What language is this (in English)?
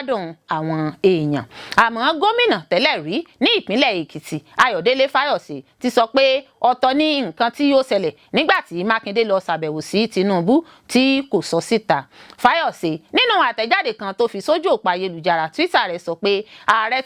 Yoruba